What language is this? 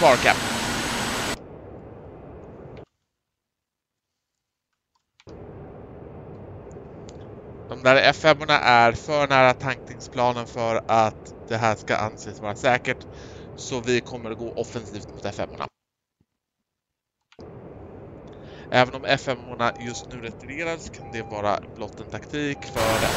Swedish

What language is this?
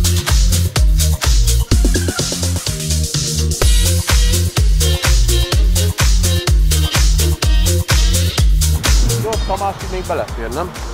Hungarian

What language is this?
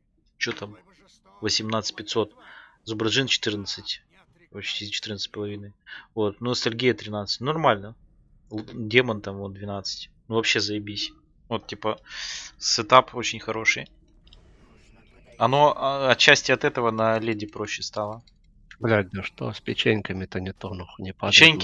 Russian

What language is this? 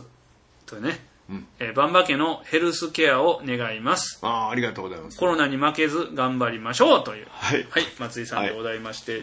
Japanese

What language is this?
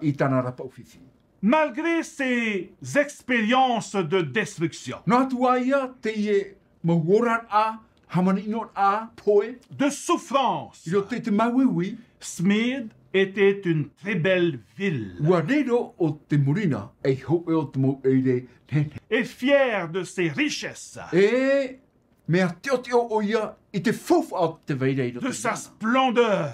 Tahitian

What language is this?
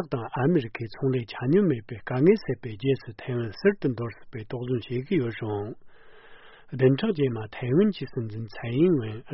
Tibetan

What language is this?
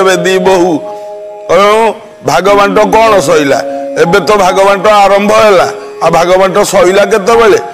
Odia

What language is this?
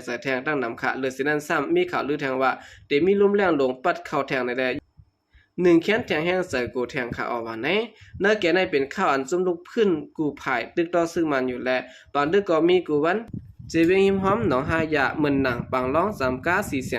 Shan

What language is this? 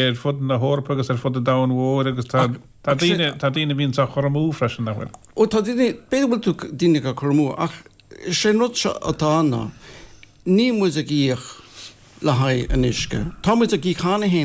Irish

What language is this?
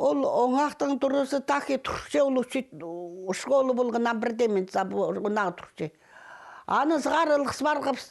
Khakas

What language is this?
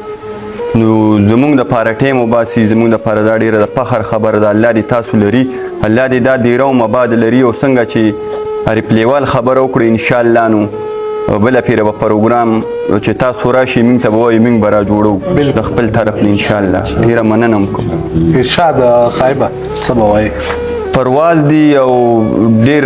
Pashto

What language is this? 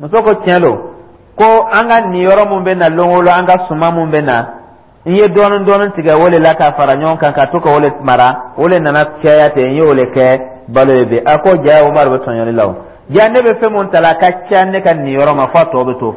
Dyula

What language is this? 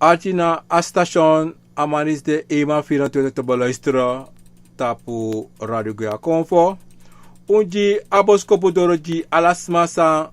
Sranan Tongo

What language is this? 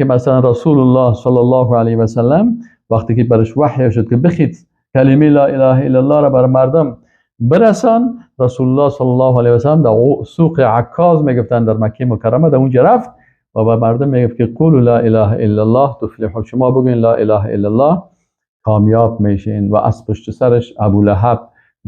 Persian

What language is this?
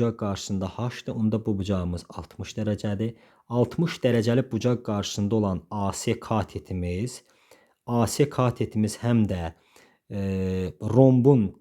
Azerbaijani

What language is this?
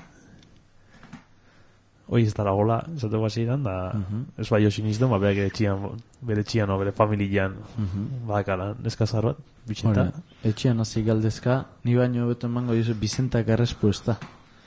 Basque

